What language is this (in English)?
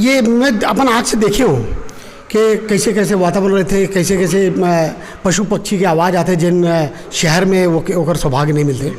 Chhattisgarhi